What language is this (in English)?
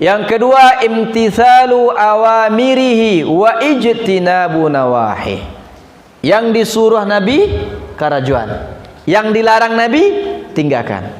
Minangkabau